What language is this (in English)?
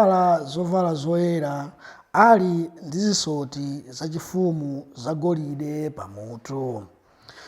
Nyanja